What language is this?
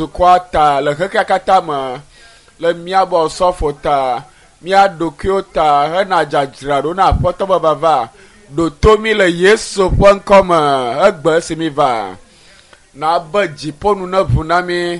Ewe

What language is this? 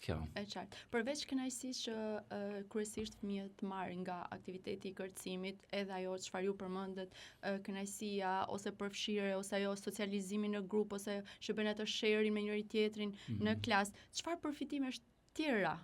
Albanian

